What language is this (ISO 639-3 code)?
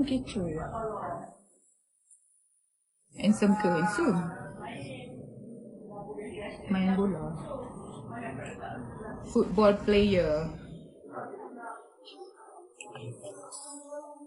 msa